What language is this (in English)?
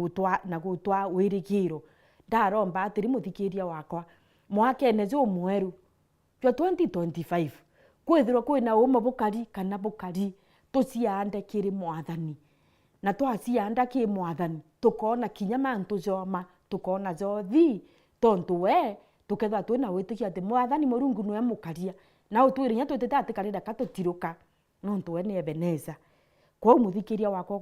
Meru